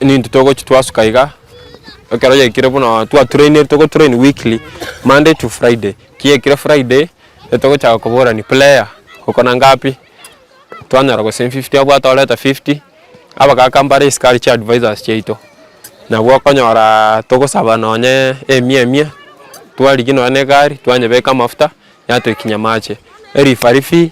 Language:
Gusii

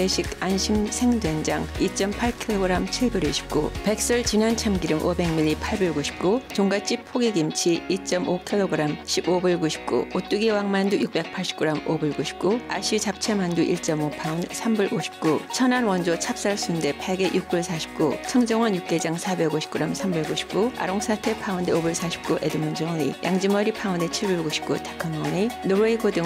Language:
Korean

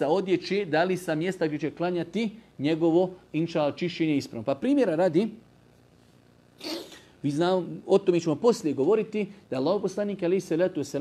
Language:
Bosnian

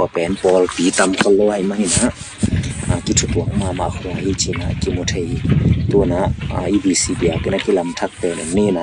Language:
Tedim Chin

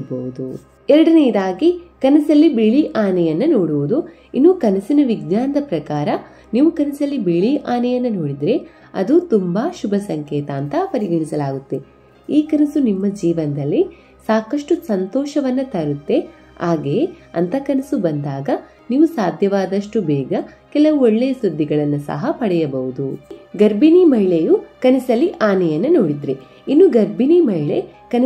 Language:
Kannada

